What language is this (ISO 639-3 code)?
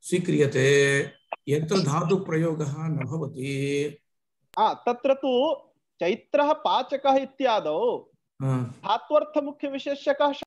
san